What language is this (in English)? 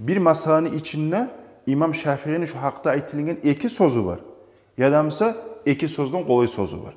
Kumyk